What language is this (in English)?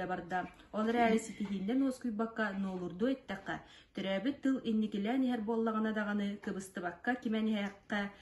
Yakut